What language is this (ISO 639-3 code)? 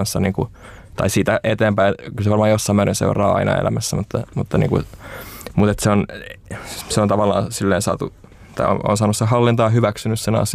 fin